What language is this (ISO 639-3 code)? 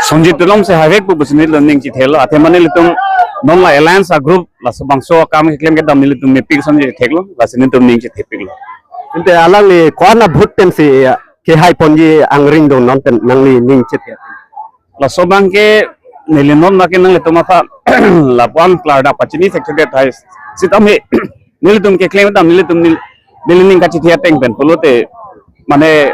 mjw